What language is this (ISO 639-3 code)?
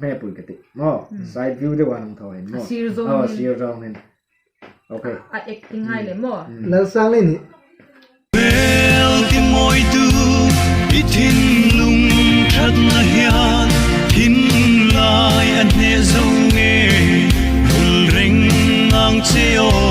hmr